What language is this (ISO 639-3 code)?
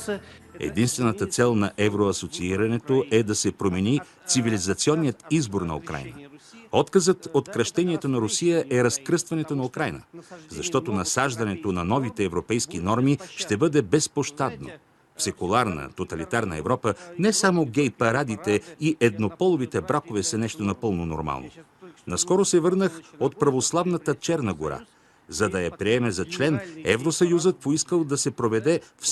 bul